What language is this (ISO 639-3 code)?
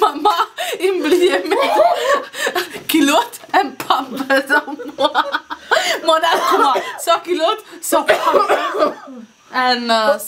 mfe